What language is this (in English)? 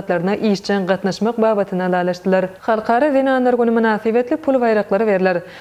Turkmen